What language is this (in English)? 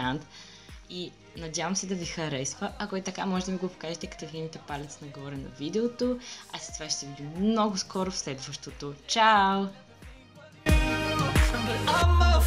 Bulgarian